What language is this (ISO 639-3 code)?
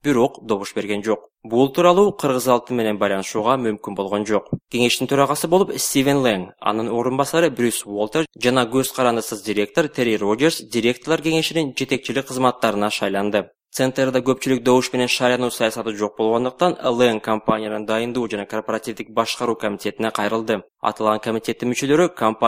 kir